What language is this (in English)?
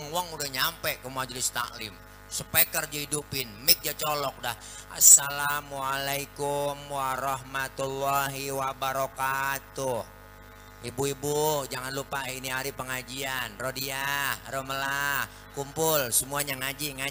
Betawi